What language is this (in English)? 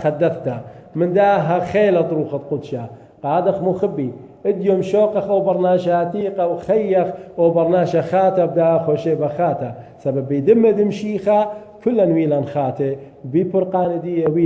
Assyrian Neo-Aramaic